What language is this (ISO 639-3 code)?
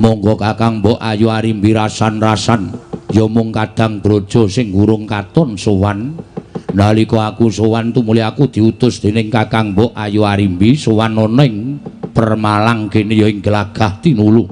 jav